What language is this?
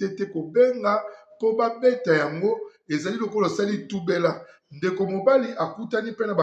Lingala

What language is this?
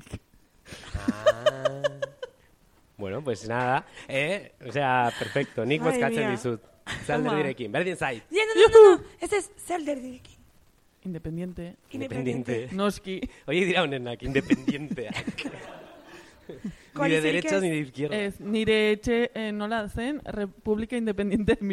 Basque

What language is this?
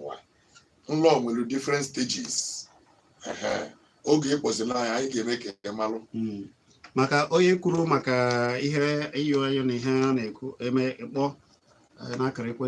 Igbo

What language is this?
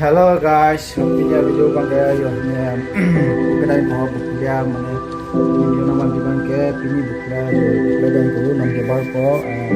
Karbi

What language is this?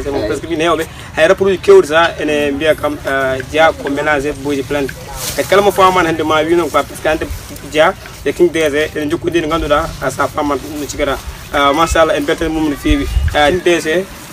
Pular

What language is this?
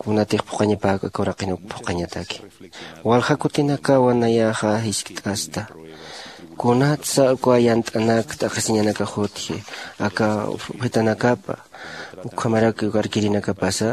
Aymara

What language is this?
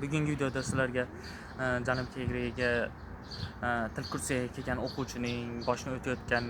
Uzbek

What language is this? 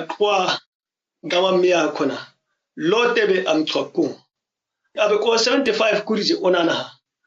ǁGana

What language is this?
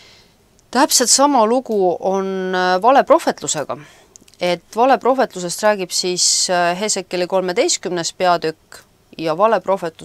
Estonian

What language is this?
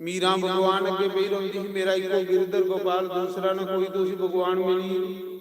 Dogri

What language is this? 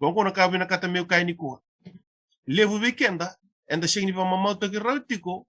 Fijian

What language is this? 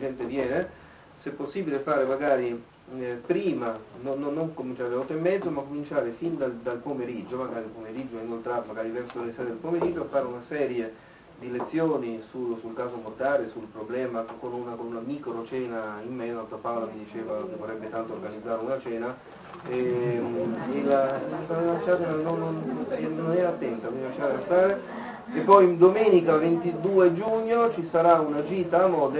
Italian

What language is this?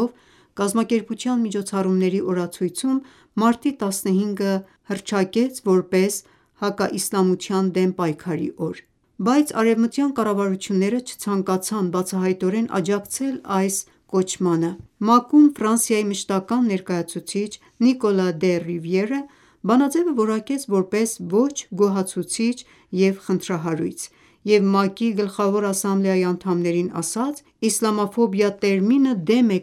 Armenian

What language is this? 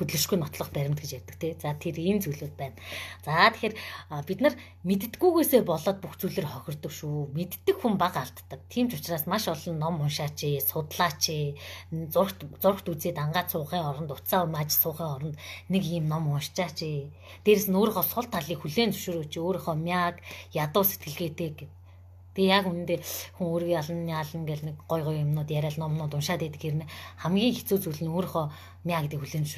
Mongolian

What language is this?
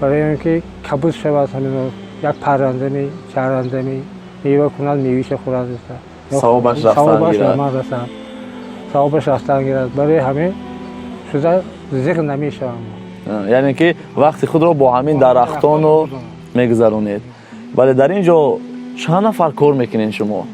Tajik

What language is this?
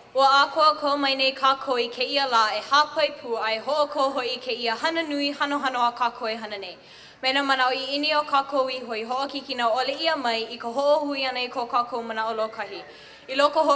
Hawaiian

